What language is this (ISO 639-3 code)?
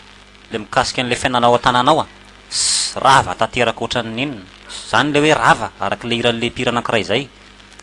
mlg